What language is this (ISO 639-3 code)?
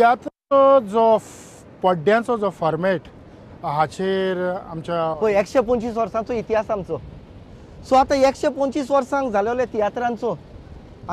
kok